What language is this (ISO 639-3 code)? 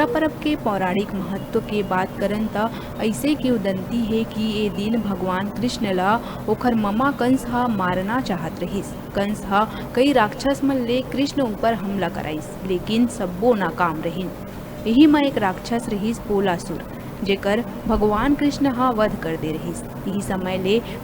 hne